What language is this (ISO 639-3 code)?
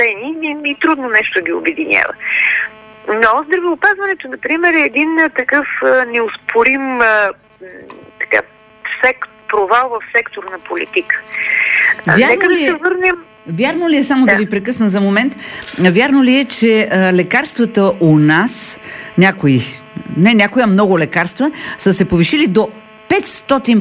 bul